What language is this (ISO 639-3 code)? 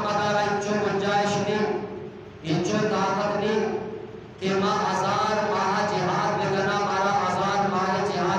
bgp